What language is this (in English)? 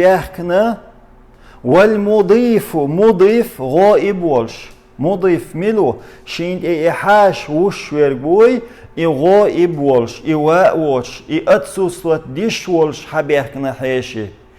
Chechen